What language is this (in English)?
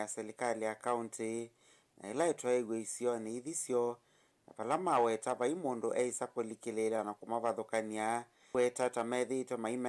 Kamba